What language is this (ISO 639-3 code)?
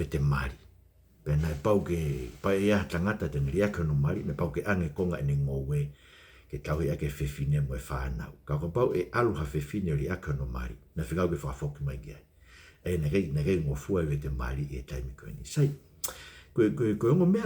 ton